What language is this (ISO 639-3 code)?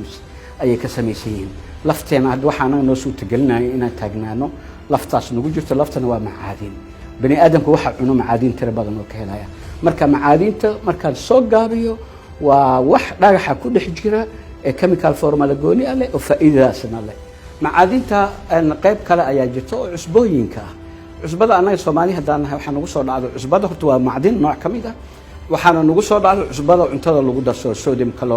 som